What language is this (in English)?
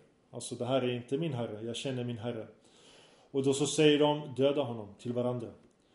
Swedish